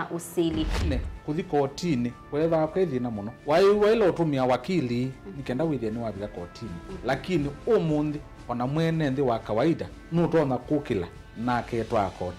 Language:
Kamba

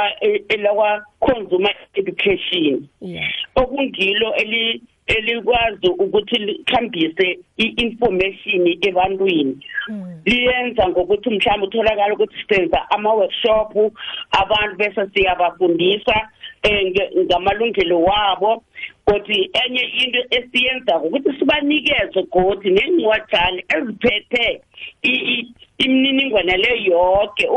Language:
South Ndebele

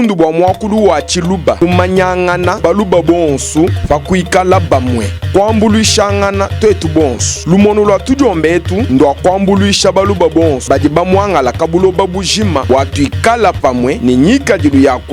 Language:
Luba-Lulua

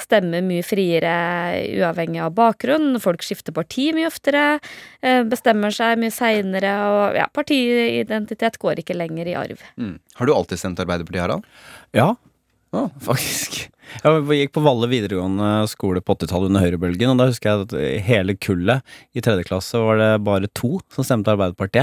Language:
Norwegian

